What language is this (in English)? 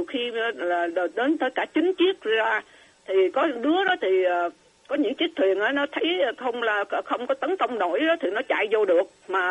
Vietnamese